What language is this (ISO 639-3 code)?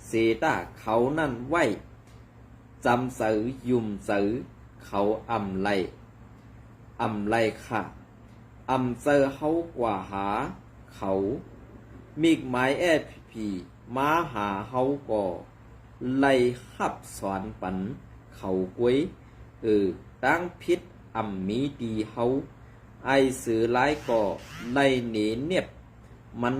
shn